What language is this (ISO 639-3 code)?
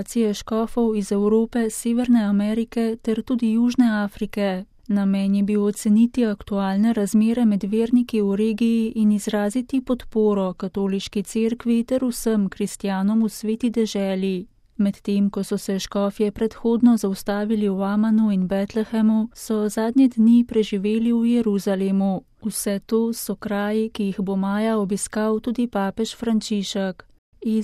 slv